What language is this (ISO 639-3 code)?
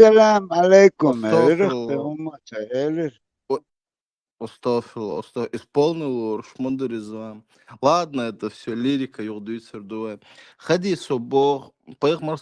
che